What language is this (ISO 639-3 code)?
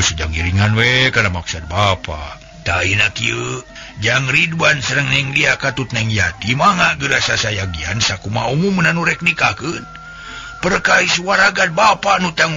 sun